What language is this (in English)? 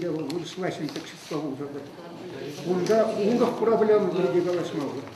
Chuvash